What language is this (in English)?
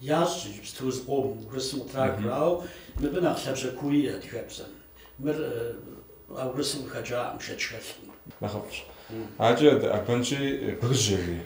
Kabardian